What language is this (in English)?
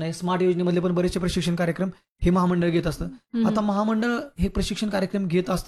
Marathi